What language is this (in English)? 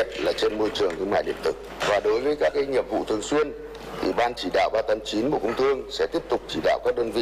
Vietnamese